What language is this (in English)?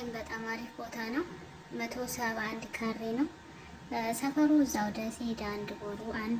Amharic